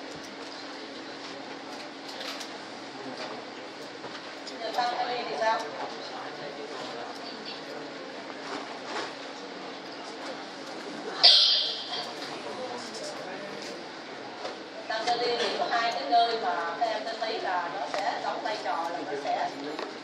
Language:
Vietnamese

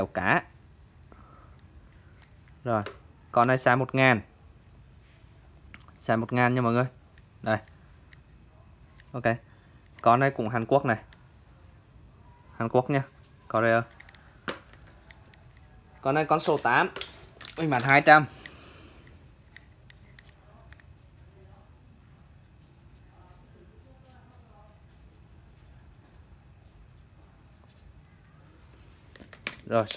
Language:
Vietnamese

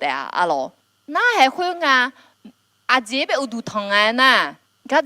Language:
Akha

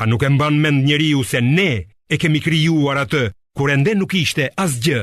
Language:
Albanian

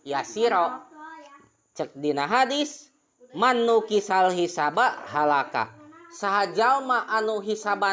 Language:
Sundanese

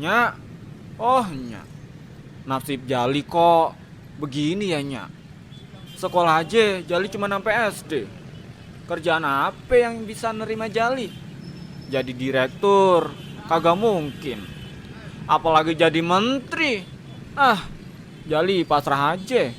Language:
Betawi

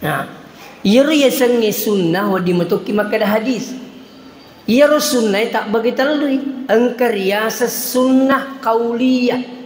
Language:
Buginese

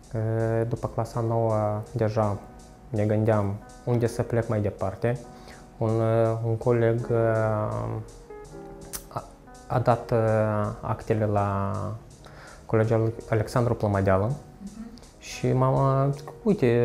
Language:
Romanian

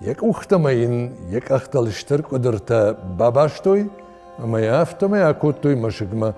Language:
Ossetic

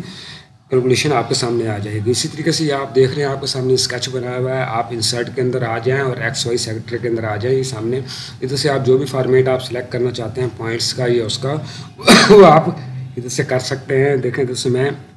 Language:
Hindi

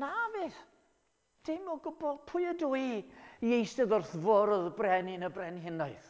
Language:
Welsh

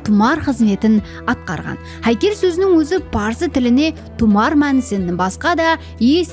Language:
Kara-Kalpak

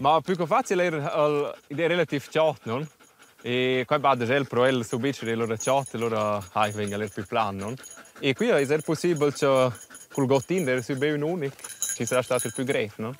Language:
Romansh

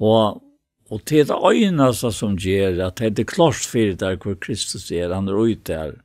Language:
Faroese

